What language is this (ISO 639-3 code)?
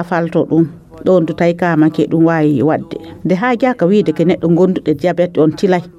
fuv